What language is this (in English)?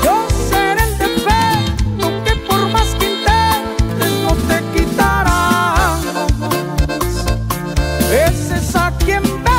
Spanish